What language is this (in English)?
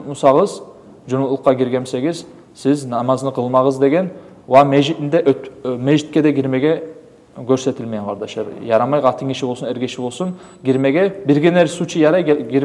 Kumyk